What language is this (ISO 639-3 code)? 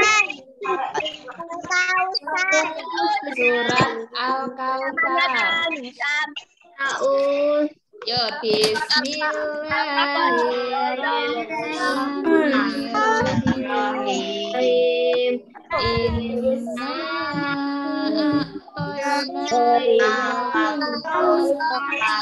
ind